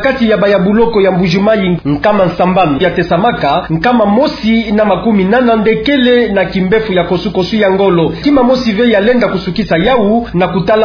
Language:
Kituba (Democratic Republic of Congo)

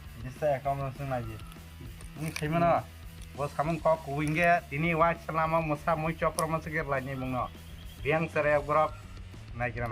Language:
Kok Borok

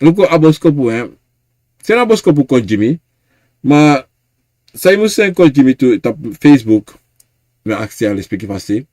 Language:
Sranan Tongo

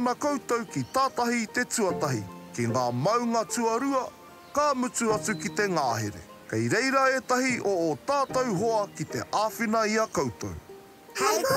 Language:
Māori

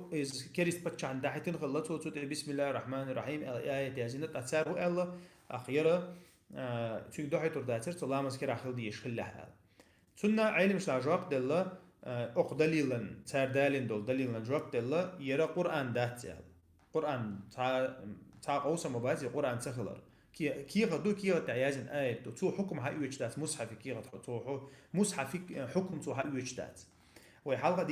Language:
Chechen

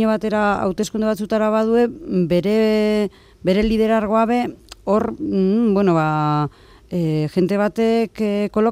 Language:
Basque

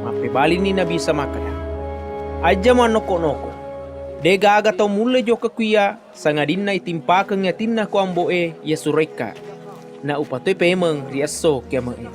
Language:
Buginese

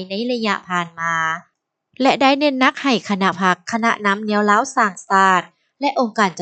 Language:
Lao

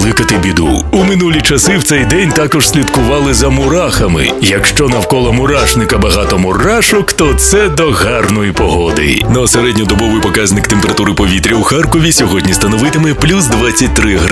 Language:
Ukrainian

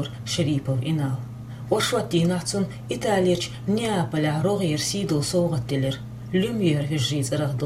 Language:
Chechen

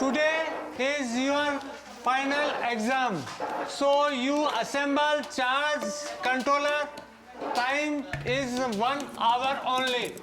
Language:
Gagauz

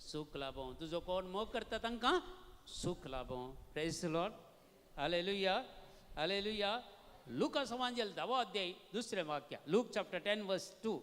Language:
Konkani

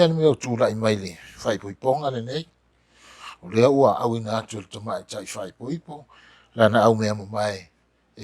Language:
Samoan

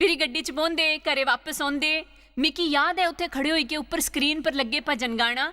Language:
Dogri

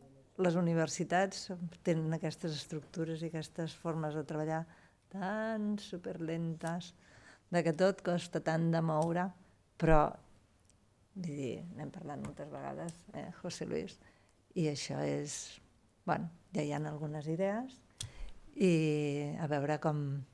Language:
Catalan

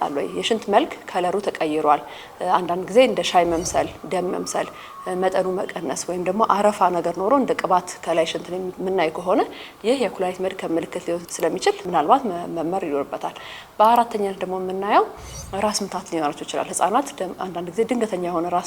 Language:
Amharic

